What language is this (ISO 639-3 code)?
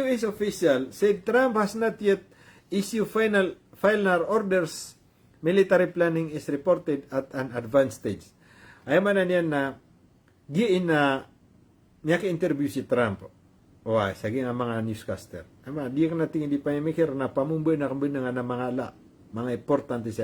mrw